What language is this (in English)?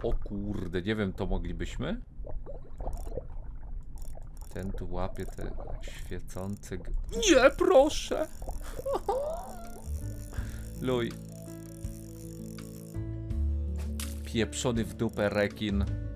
Polish